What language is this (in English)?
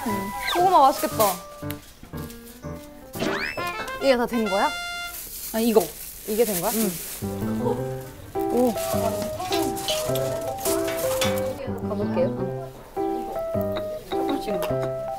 Korean